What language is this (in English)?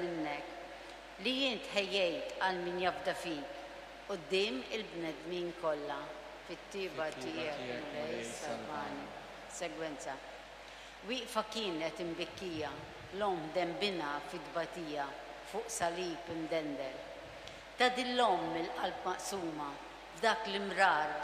Maltese